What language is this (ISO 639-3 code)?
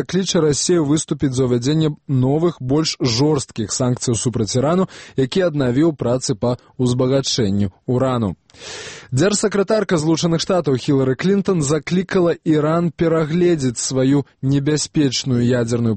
bel